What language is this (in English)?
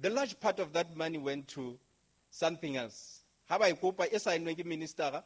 Southern Sotho